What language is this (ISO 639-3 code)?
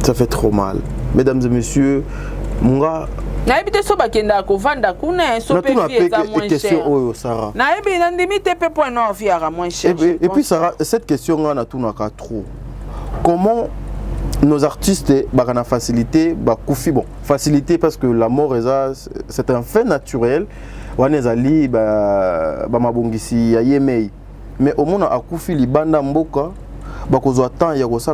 lin